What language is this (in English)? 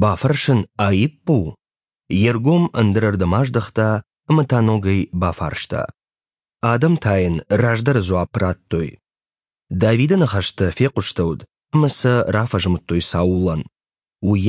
Ossetic